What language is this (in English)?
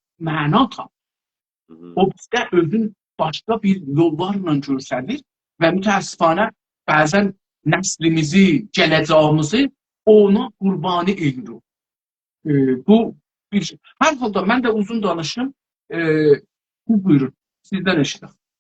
South Azerbaijani